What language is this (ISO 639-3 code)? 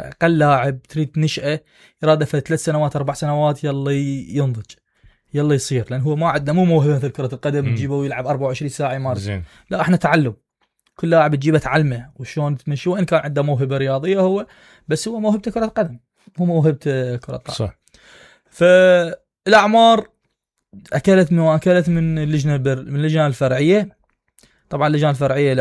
acm